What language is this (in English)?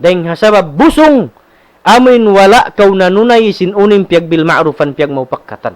Tausug